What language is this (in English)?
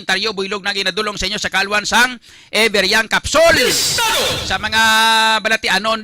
Hiligaynon